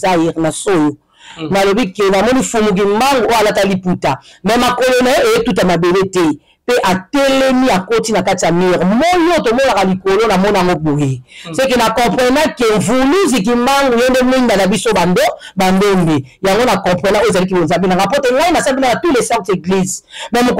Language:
Lingala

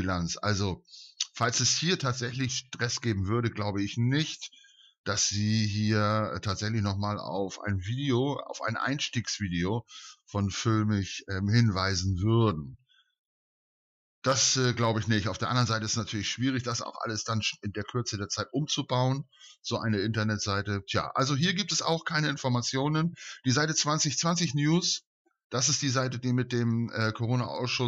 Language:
German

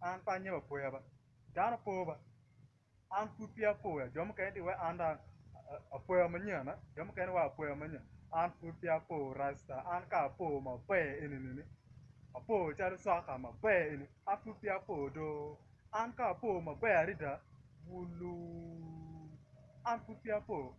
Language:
Acoli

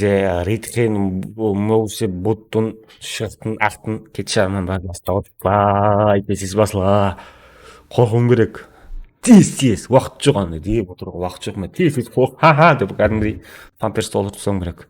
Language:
Kara-Kalpak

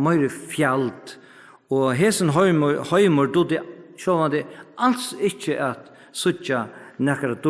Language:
Faroese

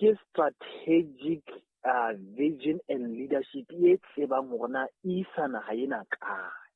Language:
Southern Sotho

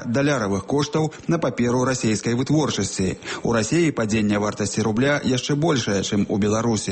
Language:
Belarusian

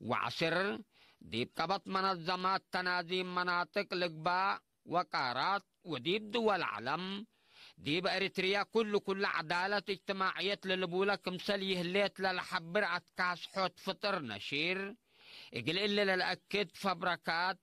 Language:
Tigre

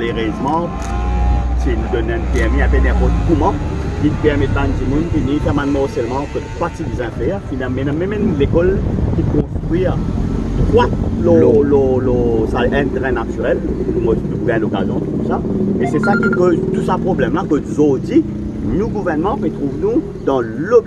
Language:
Morisyen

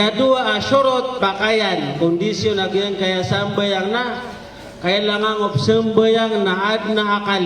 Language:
Maranao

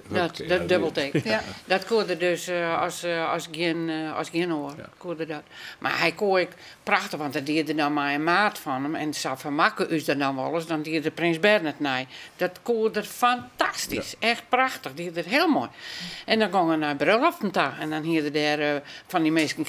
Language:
Western Frisian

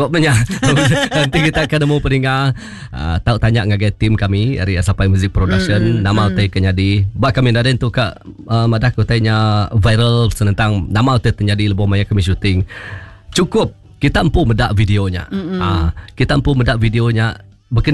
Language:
Iban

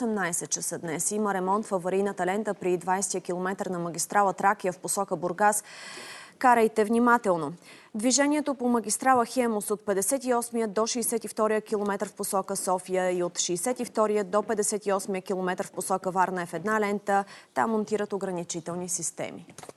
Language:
Bulgarian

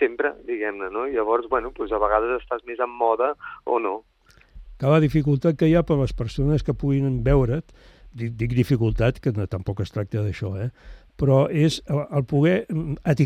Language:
Catalan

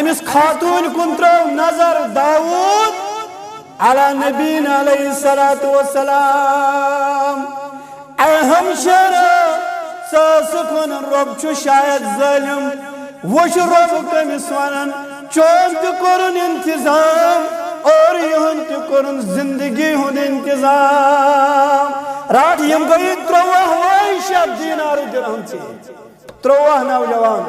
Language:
Kashmiri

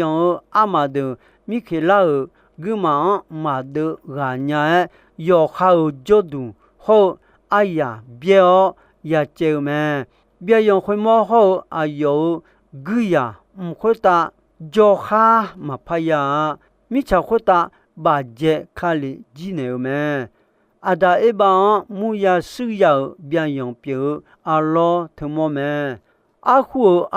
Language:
Akha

